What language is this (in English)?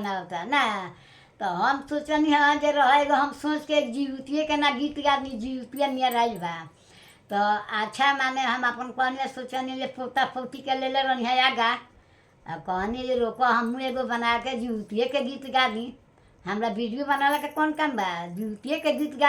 Bhojpuri